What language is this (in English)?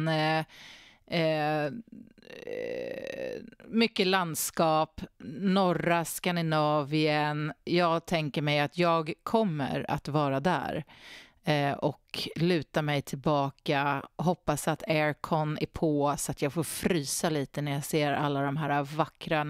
Swedish